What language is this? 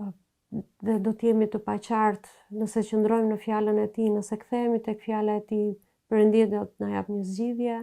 Albanian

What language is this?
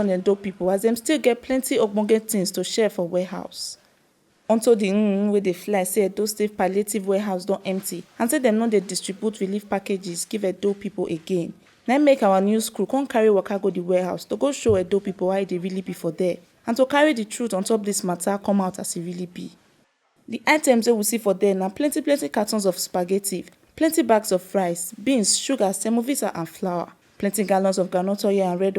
Nigerian Pidgin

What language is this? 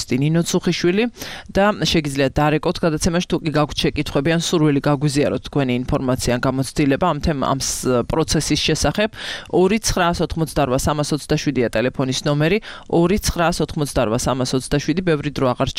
Georgian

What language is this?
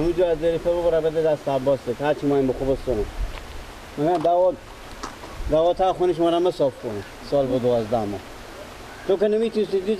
Persian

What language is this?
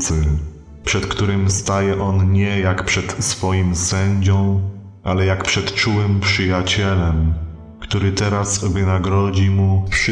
Polish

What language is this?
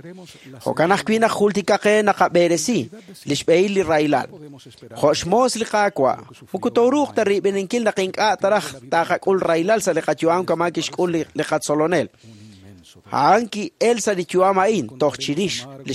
Kekchí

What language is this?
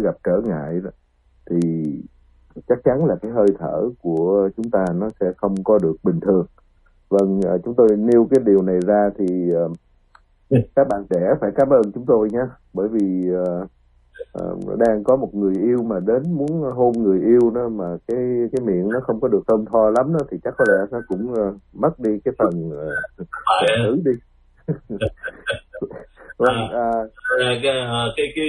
Vietnamese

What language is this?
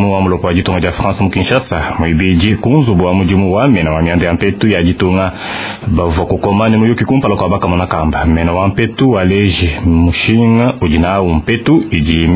Luba-Lulua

